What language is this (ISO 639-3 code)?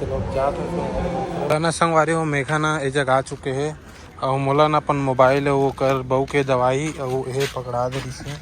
hne